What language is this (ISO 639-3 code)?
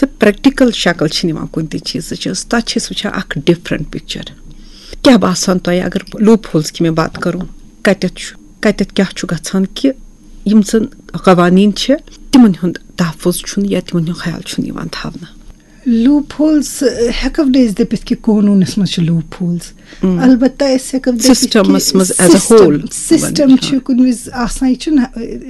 kas